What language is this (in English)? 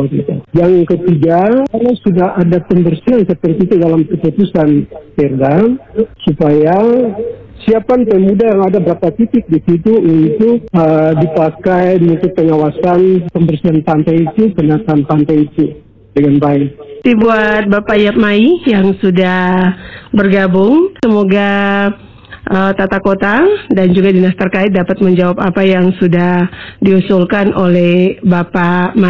Indonesian